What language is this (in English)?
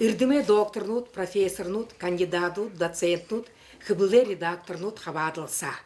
Buriat